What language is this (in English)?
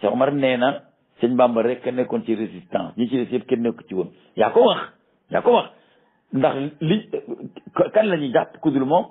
Wolof